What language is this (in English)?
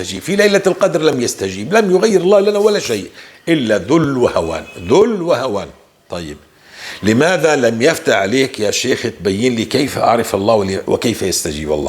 North Levantine Arabic